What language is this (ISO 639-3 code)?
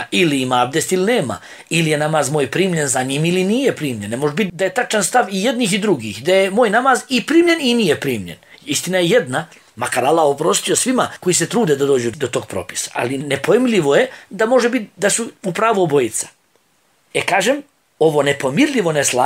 bos